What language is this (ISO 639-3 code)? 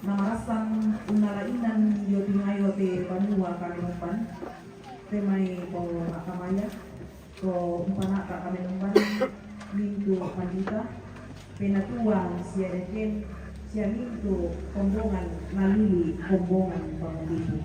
sda